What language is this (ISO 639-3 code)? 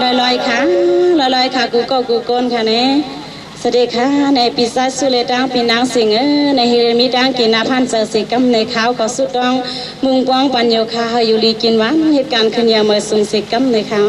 shn